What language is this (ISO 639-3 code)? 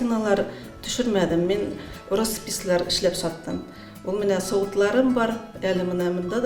bak